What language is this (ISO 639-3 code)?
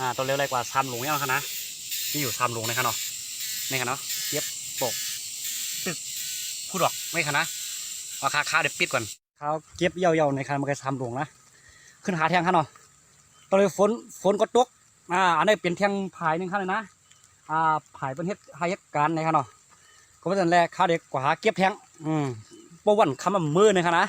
shn